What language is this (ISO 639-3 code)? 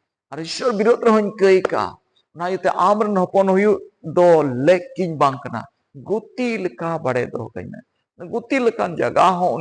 sat